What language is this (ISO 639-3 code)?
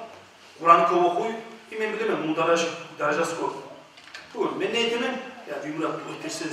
kum